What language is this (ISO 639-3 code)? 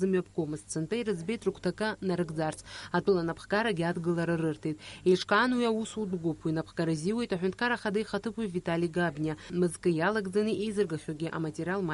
abk